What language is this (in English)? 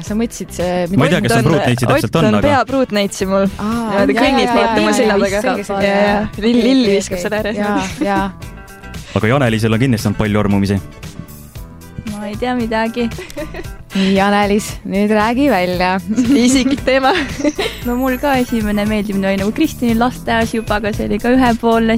Estonian